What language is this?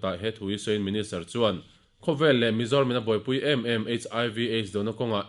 Mizo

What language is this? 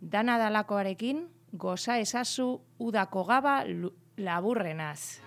Basque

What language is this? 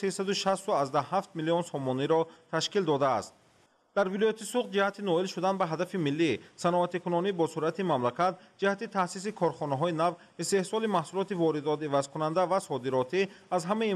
Tajik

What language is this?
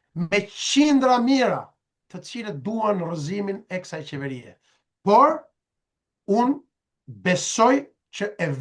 Albanian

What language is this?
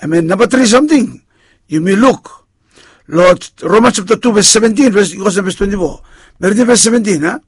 Bislama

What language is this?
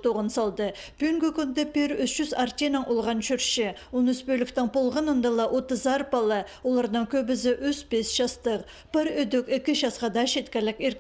Khakas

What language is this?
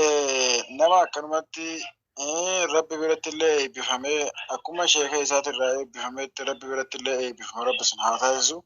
Oromo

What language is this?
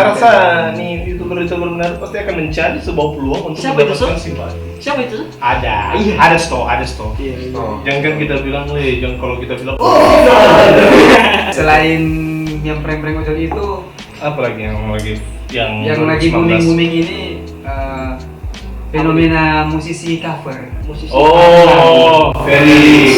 Manado Malay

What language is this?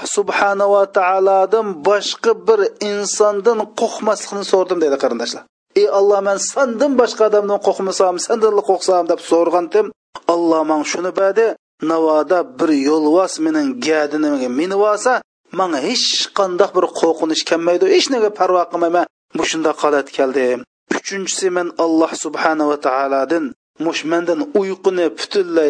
Uyghur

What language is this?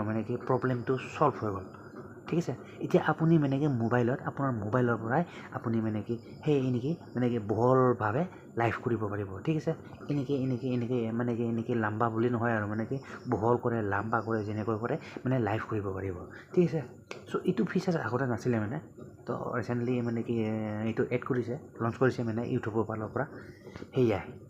Assamese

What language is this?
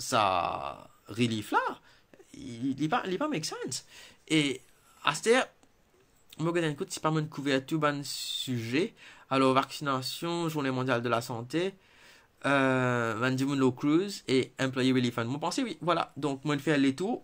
Morisyen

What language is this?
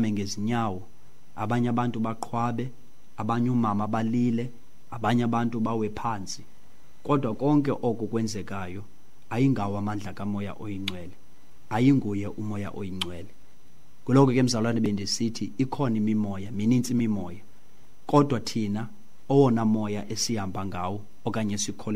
Xhosa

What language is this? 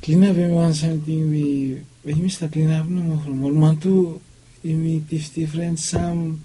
Bislama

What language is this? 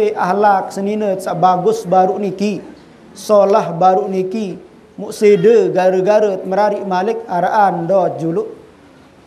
Sasak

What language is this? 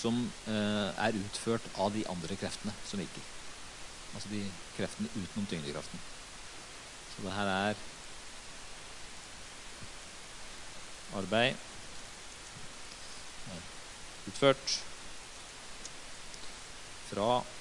Norwegian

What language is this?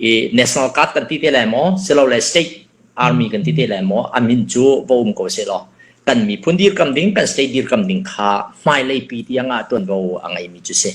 Hakha Chin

